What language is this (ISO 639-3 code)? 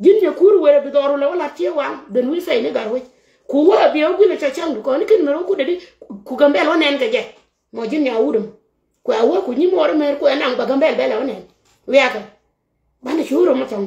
nus